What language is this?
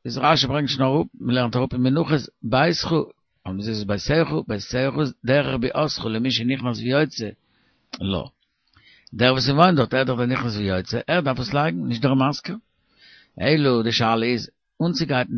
Yiddish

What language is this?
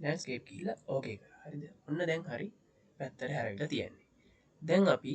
Sinhala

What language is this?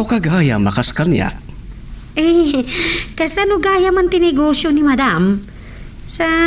Iloko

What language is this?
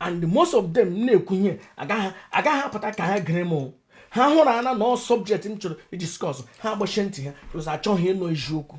Igbo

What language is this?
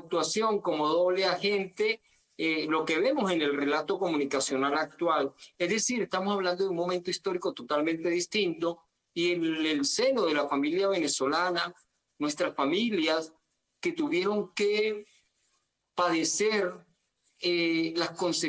Spanish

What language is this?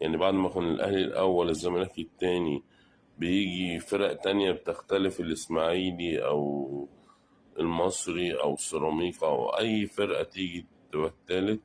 Egyptian Arabic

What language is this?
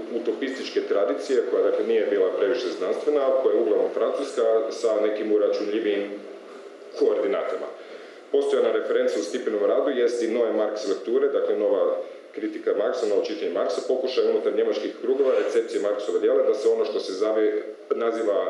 Croatian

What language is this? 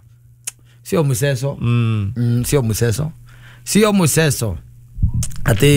Kikuyu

